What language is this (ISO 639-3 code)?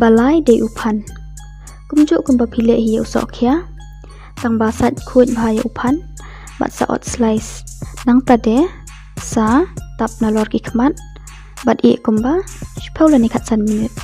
kha